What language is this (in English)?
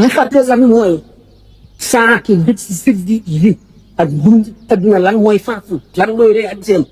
Wolof